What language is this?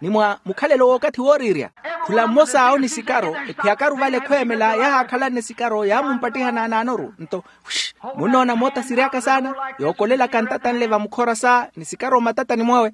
Makhuwa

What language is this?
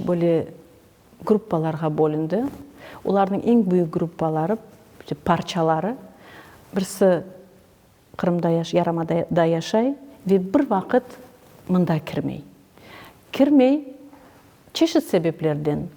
Crimean Tatar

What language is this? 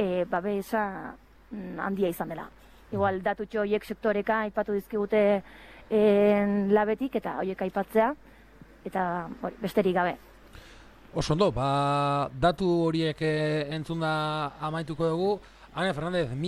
Basque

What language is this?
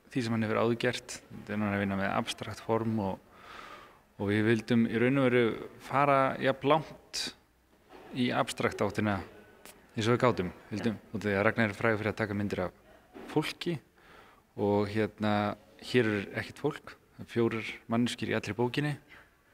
Icelandic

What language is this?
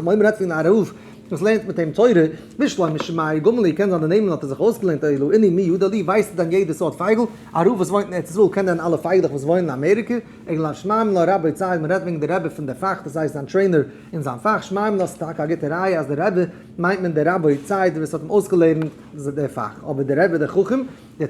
Yiddish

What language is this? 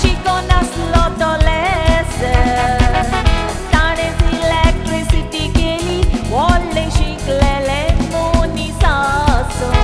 Konkani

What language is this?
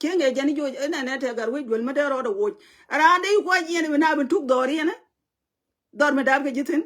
Nuer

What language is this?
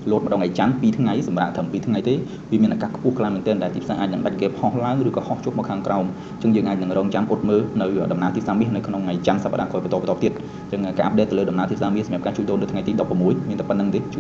Khmer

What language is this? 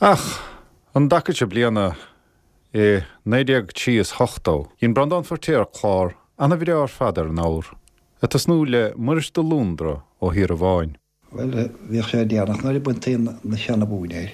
Irish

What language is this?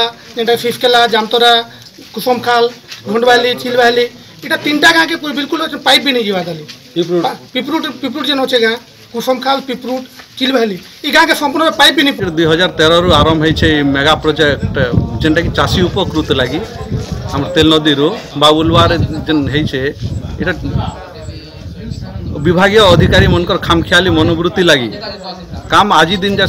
Odia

